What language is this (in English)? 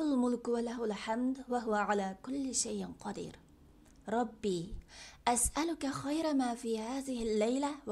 Uyghur